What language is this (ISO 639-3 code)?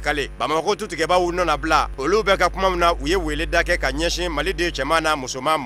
bam